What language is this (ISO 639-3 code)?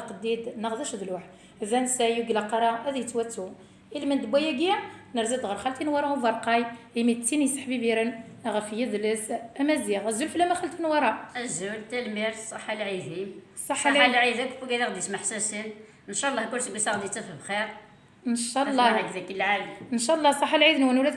kab